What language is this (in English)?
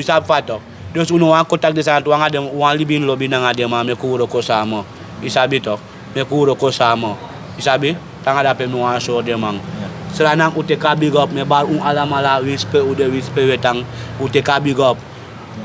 Sranan Tongo